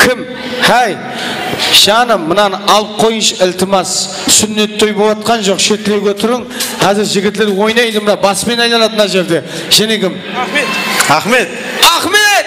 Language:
Kara-Kalpak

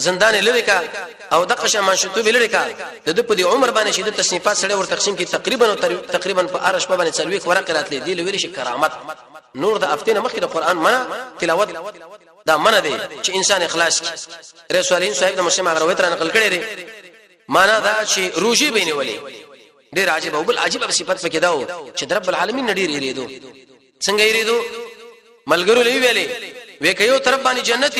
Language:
Pashto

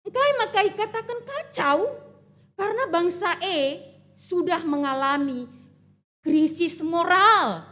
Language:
Batak Karo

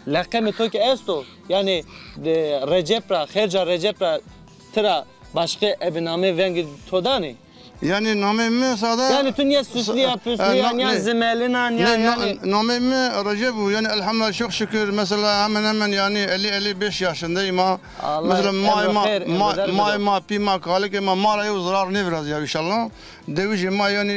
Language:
Zaza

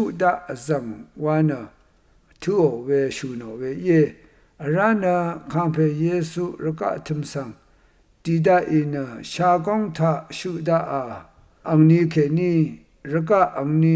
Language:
Rawang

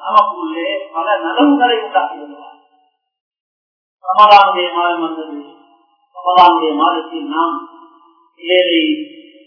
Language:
Tamil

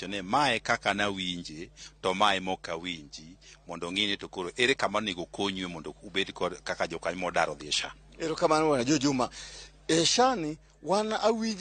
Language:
Luo (Kenya and Tanzania)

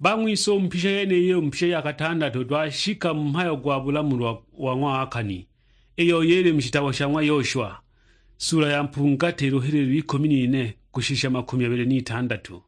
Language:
Sukuma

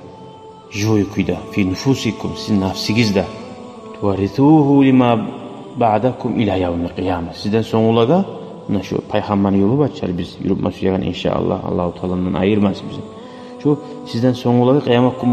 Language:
Kumyk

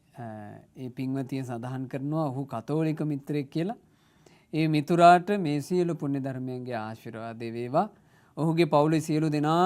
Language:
Sinhala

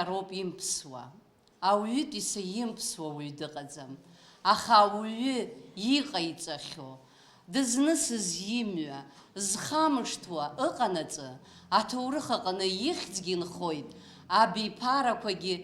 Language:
Abkhazian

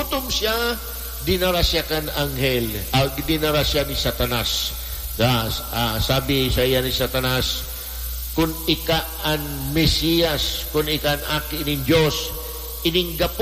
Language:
Bikol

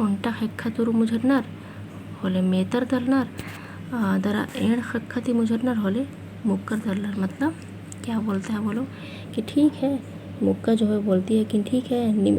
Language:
Kurukh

